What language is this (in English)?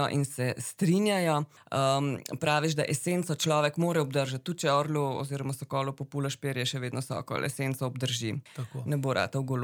Slovenian